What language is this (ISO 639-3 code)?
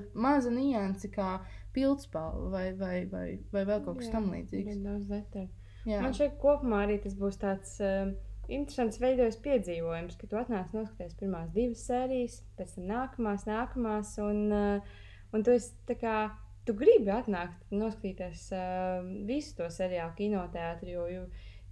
lav